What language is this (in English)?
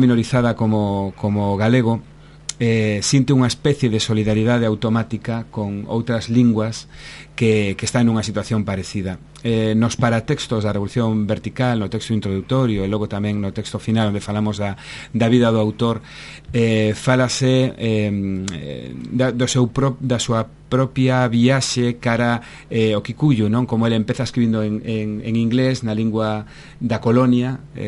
Galician